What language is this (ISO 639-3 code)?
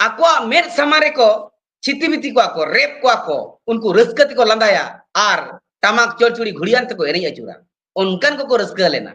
sat